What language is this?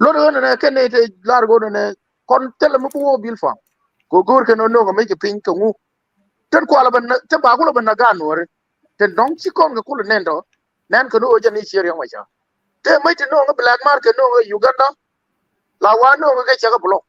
Nuer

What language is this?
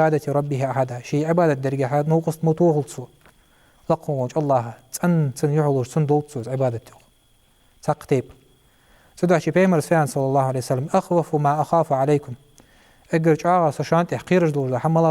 Ingush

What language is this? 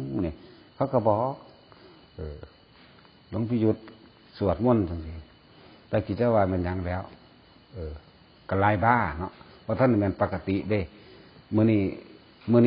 Northeastern Thai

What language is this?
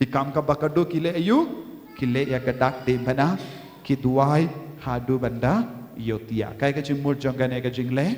Khasi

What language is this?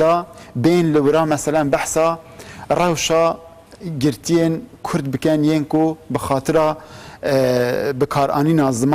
Kurdish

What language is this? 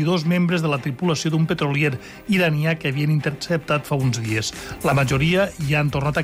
Catalan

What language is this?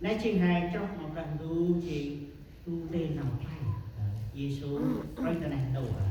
Central Mnong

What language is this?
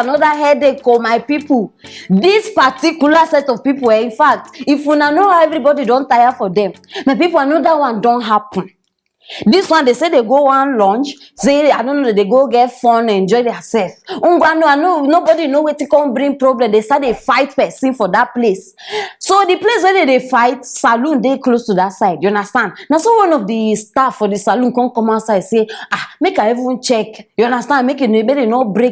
Nigerian Pidgin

